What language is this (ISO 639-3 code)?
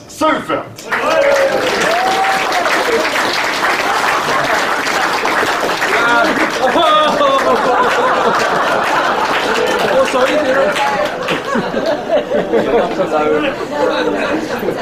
eng